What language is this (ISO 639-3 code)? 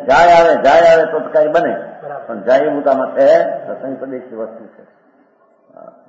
guj